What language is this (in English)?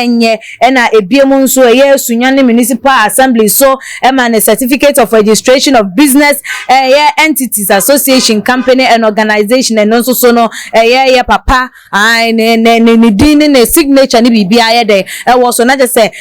Akan